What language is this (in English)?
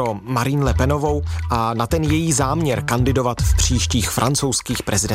Czech